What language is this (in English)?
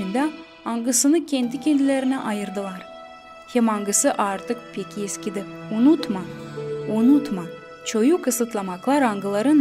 Gagauz